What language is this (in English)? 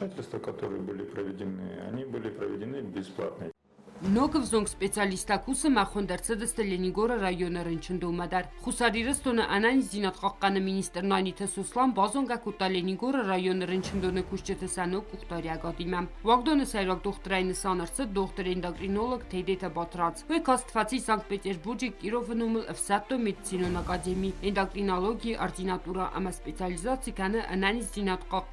Ossetic